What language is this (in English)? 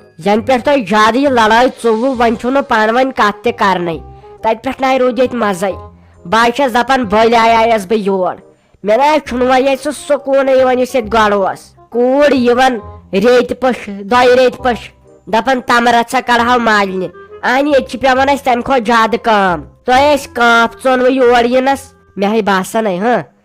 Kashmiri